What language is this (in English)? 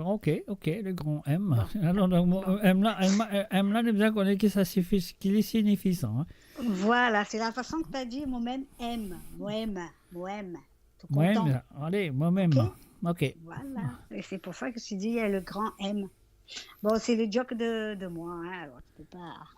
Morisyen